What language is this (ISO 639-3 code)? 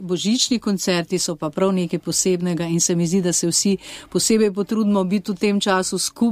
slv